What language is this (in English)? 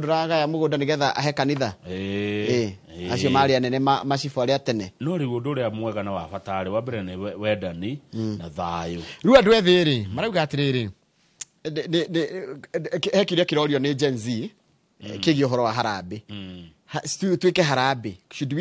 Kikuyu